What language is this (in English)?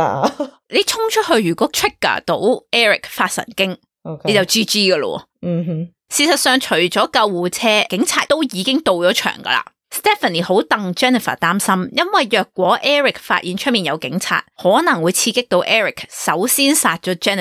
Cantonese